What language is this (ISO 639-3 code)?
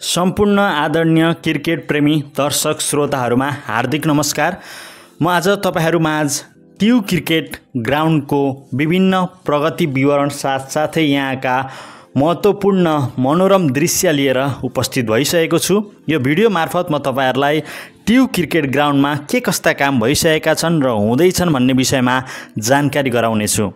nep